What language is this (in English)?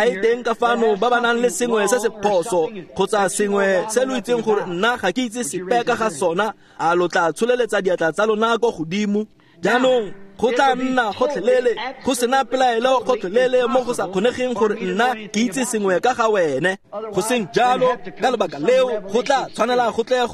Tswana